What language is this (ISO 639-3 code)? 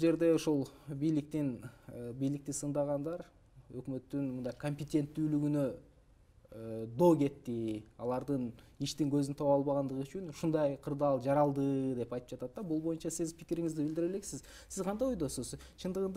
kir